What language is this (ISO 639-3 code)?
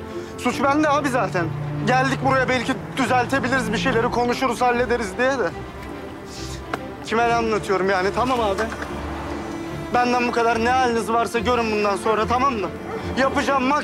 tur